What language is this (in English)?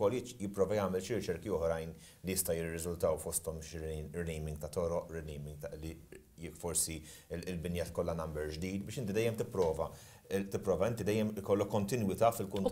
Maltese